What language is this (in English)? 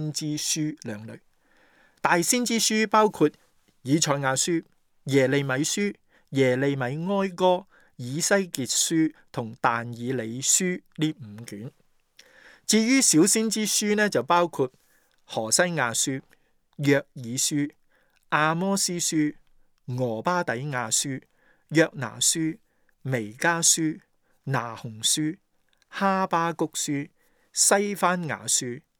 Cantonese